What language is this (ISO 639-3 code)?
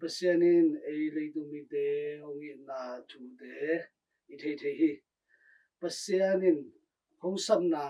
ctd